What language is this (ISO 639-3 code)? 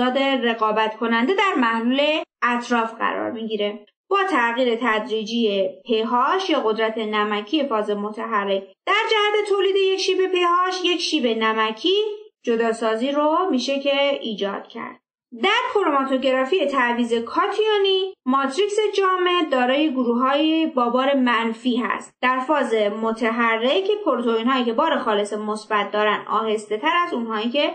fas